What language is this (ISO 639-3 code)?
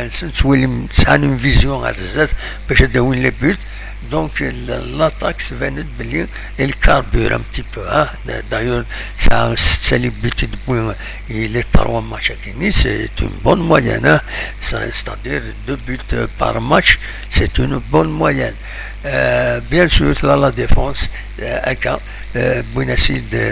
kab